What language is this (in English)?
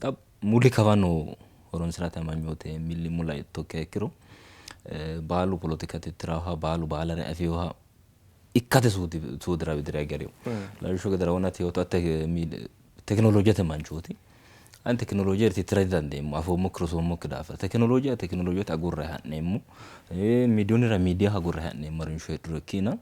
Sidamo